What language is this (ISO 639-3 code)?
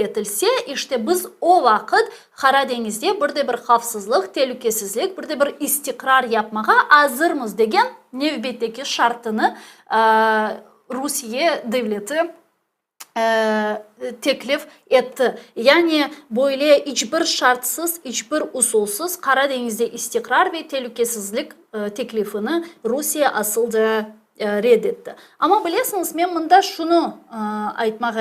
crh